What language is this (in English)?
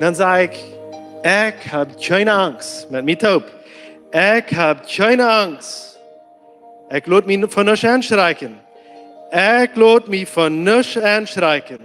Plautdietsch